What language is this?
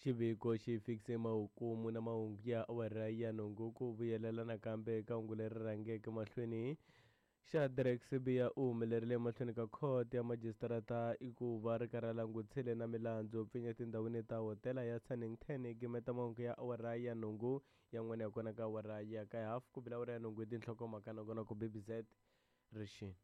Tsonga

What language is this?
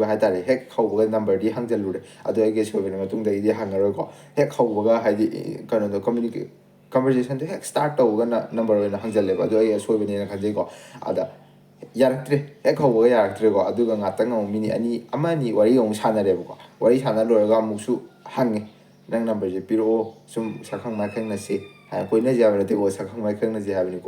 Manipuri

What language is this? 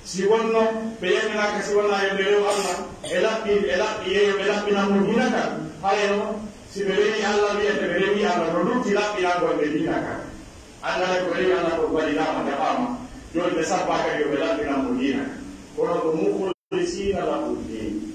Pular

